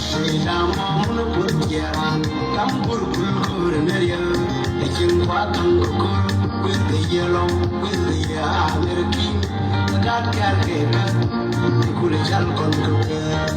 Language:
Nuer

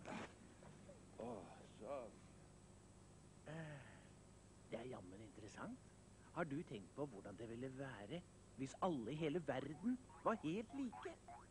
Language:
Norwegian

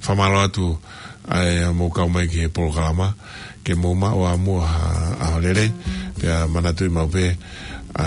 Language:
Tongan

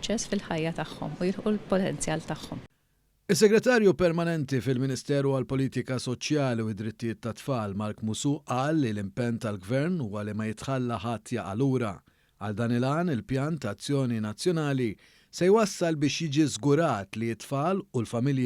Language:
Maltese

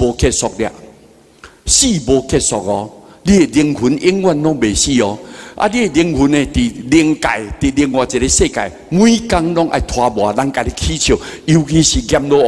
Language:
Min Nan Chinese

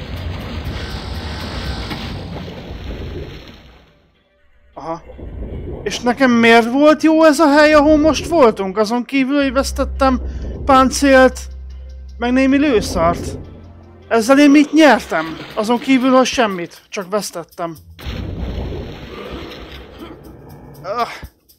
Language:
Hungarian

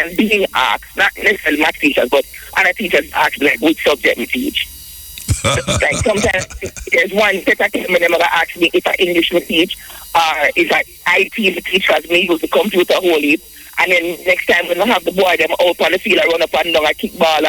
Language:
Jamaican Creole English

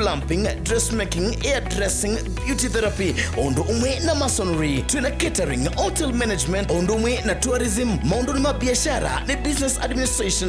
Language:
Kamba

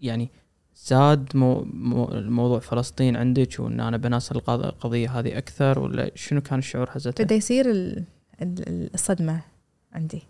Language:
Gulf Arabic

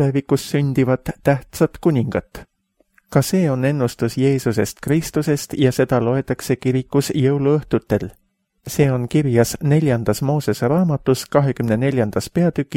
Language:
Estonian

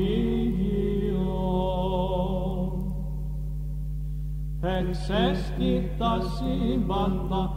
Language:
Greek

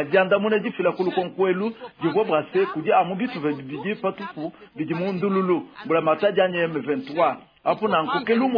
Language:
Luba-Lulua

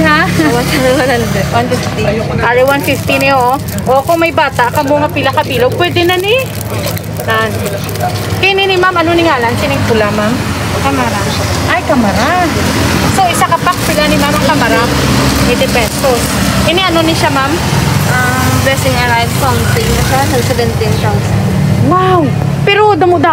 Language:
Hiligaynon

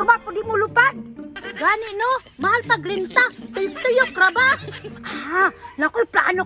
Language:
Cebuano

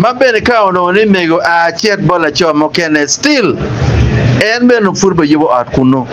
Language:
Acoli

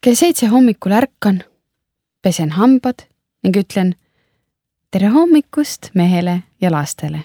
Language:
Estonian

